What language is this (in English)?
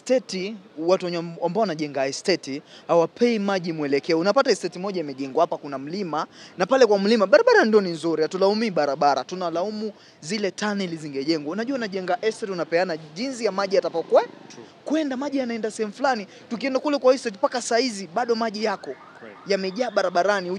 Swahili